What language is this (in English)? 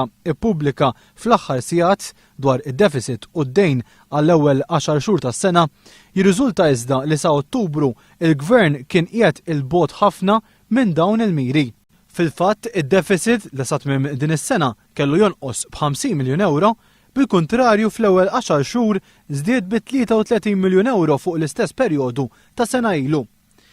Maltese